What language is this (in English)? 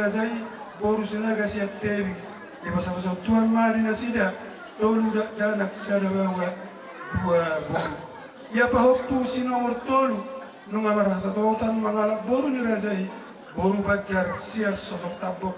Batak Toba